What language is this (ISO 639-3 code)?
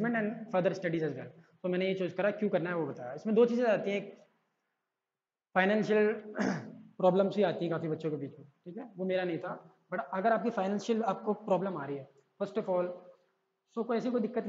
hin